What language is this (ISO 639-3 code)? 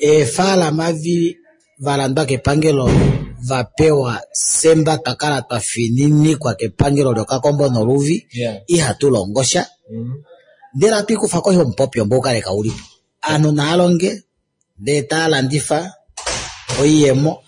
kua